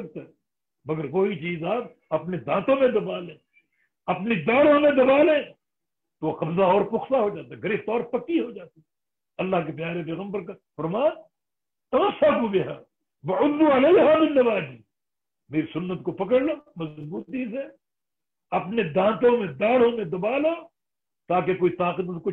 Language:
Urdu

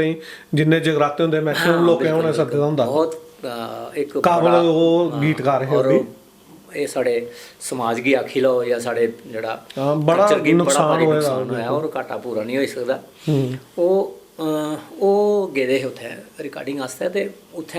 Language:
Dogri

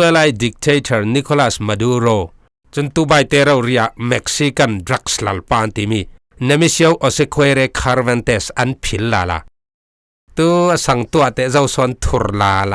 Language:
Falam Chin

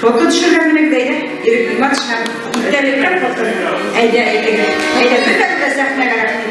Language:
Bashkir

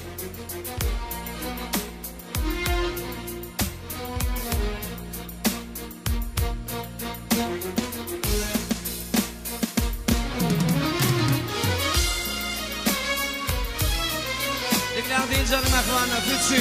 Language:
Turkish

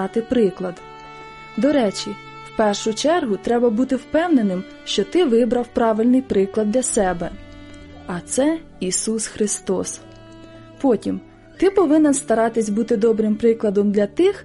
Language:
Ukrainian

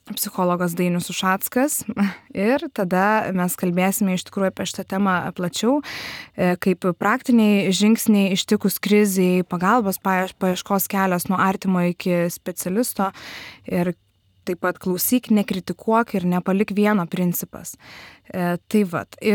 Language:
Lithuanian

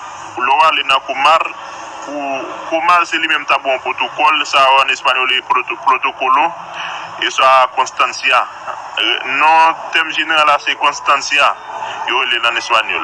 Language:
Haitian Creole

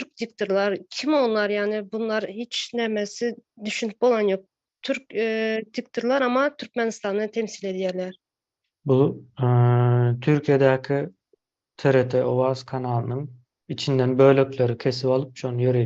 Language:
Turkmen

